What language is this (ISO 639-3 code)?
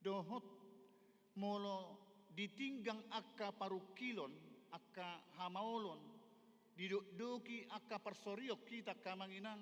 bbc